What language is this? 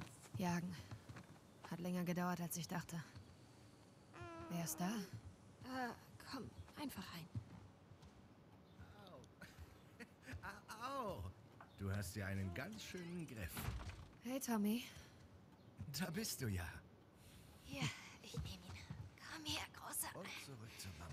German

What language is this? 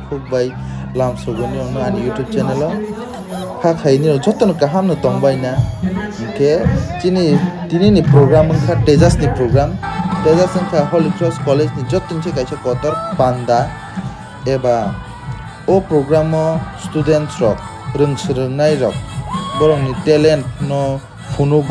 Kok Borok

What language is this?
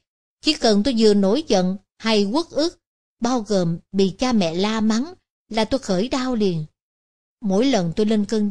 Vietnamese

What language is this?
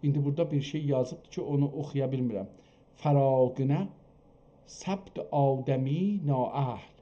South Azerbaijani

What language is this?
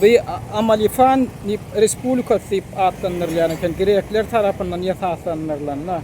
Turkmen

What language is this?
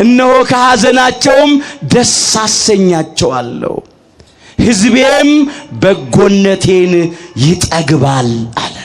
Amharic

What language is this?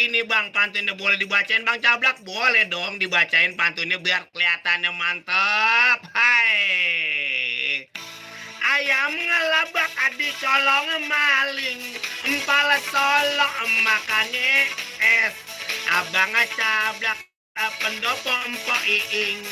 Betawi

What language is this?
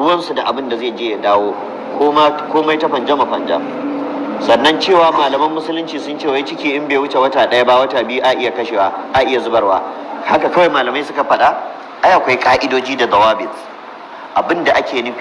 Hausa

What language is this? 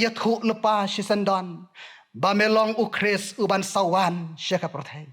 Khasi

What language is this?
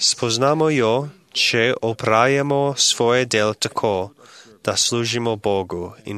Slovenian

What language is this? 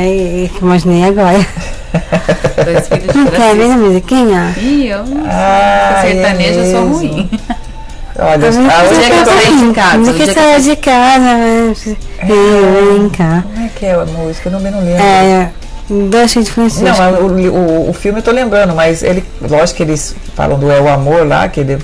Portuguese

